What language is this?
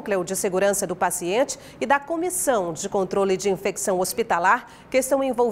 Portuguese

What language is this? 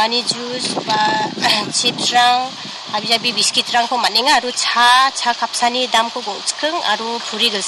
Garo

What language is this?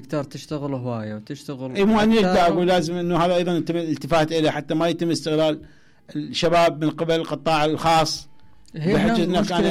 Mesopotamian Arabic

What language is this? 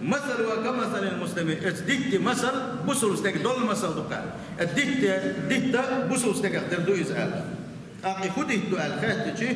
Chechen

